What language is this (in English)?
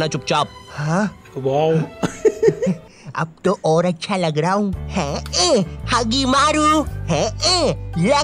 Hindi